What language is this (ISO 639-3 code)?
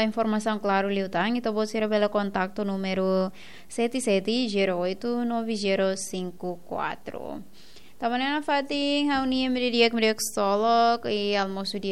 tet